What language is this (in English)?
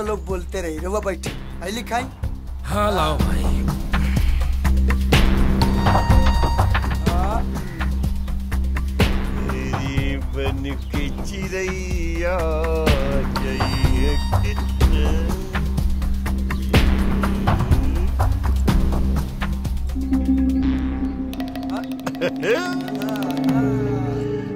Bhojpuri